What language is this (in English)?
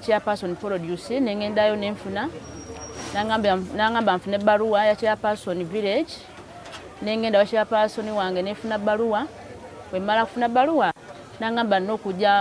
Ganda